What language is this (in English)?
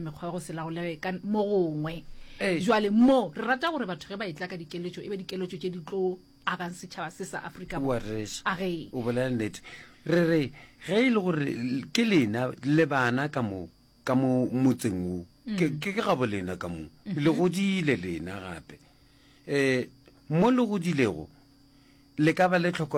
Northern Sotho